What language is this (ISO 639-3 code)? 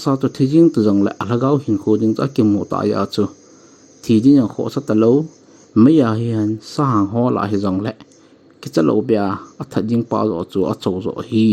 tcz